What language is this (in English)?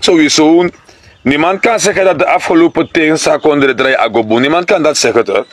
Sranan Tongo